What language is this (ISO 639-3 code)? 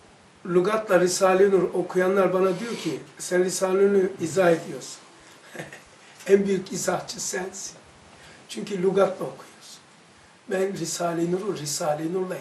tur